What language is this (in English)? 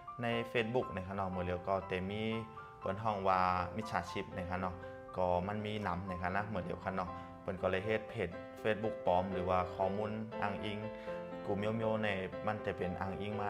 Shan